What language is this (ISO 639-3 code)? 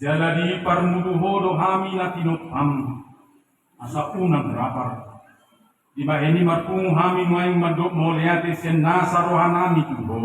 bbc